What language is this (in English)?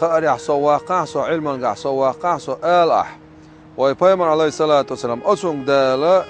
Chechen